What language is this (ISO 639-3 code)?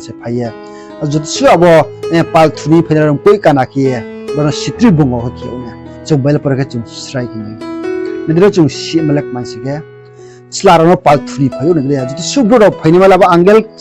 ria